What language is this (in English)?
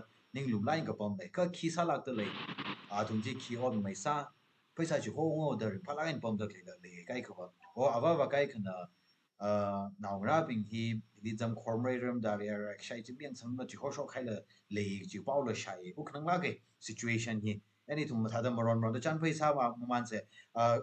Tangkhul Naga (India)